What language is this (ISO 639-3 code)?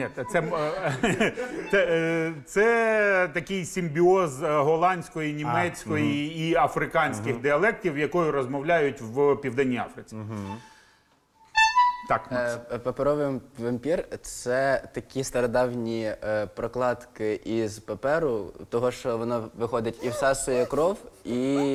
ukr